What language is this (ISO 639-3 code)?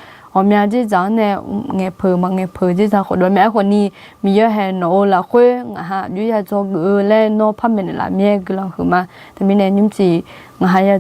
ahk